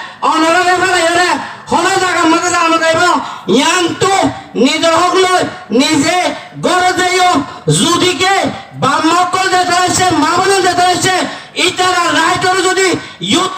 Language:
Rohingya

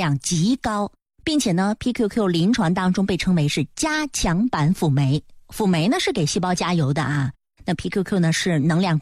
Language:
Chinese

